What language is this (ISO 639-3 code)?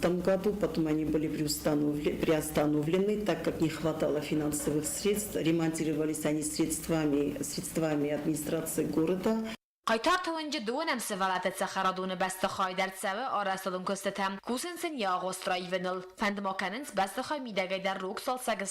oss